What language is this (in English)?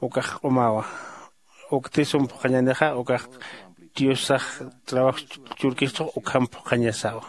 Aymara